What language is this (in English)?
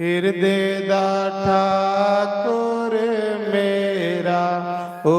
Dogri